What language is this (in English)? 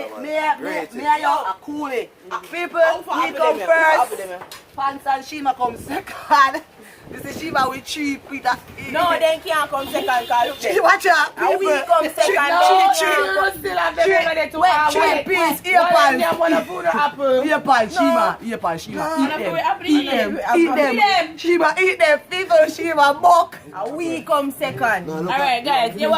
Jamaican Creole English